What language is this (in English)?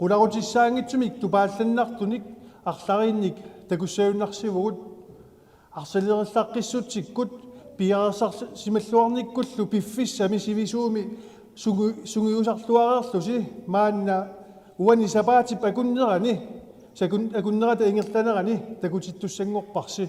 Kalaallisut